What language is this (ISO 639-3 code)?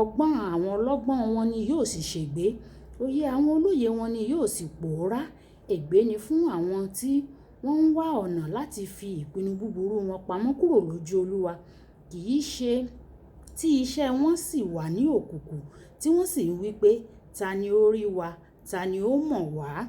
yor